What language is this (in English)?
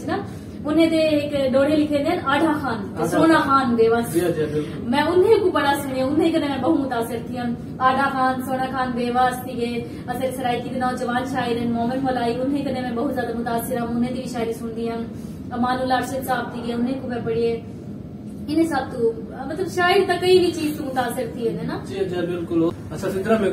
Saraiki